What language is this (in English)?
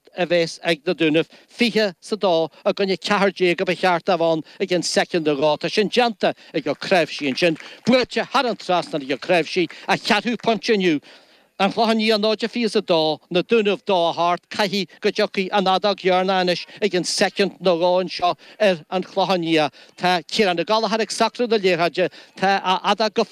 Irish